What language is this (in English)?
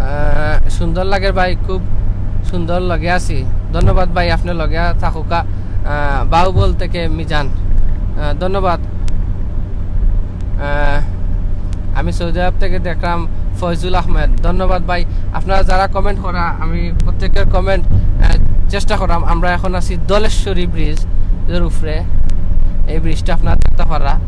Sylheti